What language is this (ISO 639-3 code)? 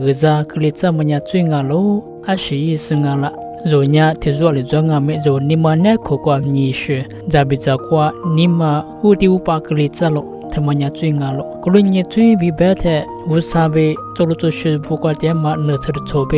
lis